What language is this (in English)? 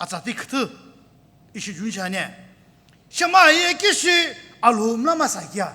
Sumi Naga